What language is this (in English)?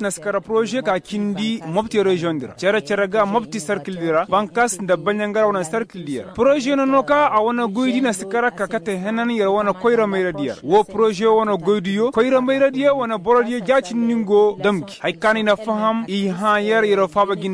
Koyraboro Senni